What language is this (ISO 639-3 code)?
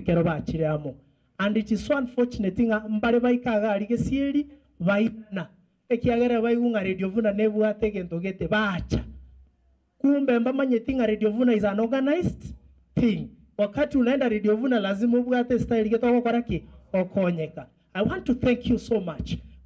guz